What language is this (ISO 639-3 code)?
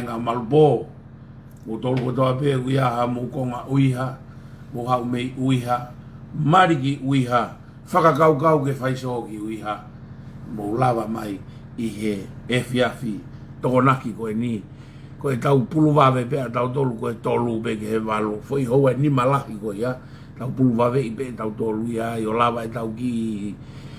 ton